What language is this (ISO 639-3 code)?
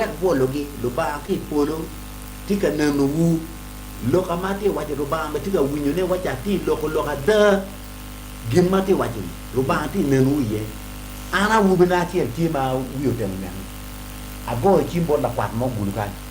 ach